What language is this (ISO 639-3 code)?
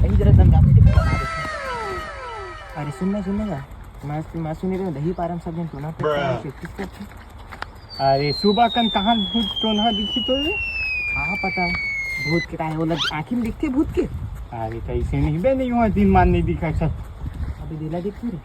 hne